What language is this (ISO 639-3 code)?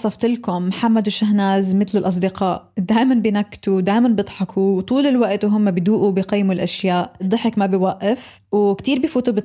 apc